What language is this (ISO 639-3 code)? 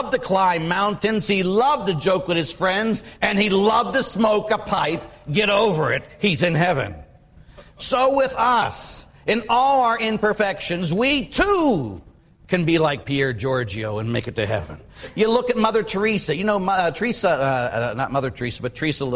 eng